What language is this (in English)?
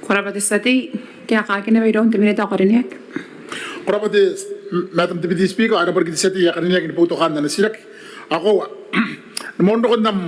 Gilbertese